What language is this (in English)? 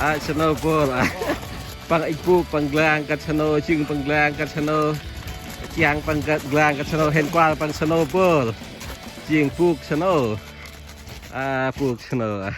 Central Mnong